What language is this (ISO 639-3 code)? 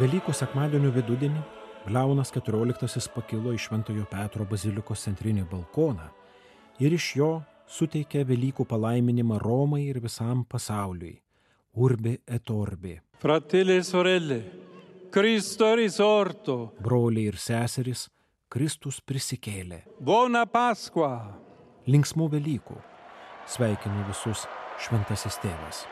lit